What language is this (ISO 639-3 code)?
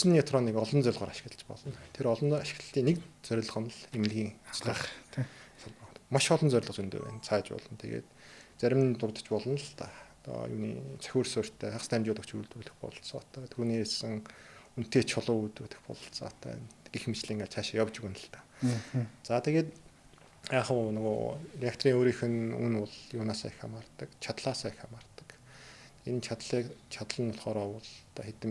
mon